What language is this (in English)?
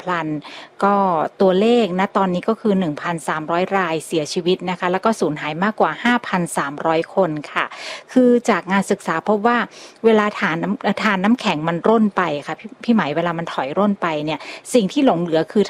Thai